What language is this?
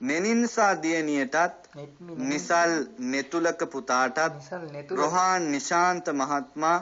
Sinhala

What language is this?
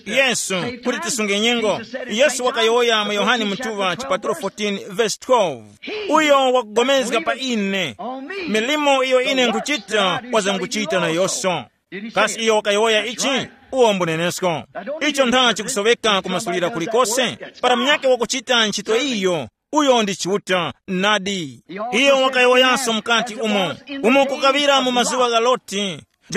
Tumbuka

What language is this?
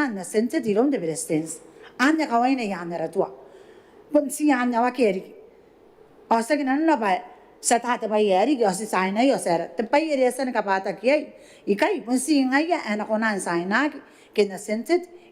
Gilbertese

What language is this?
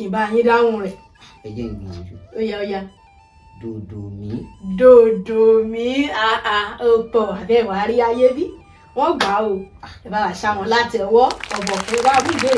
Yoruba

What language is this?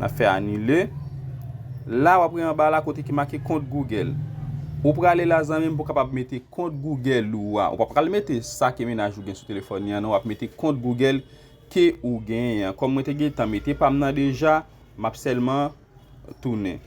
Haitian Creole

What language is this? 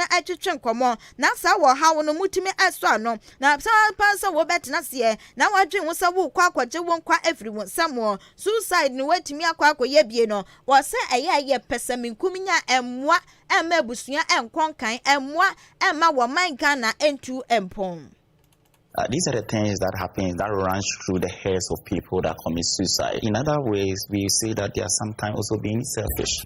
Akan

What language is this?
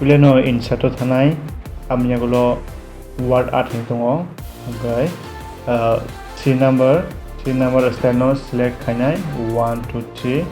Kok Borok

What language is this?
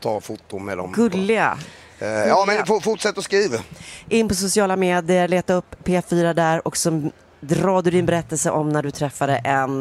Swedish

